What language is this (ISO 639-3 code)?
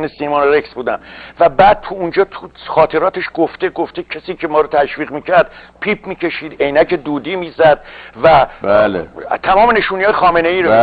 fas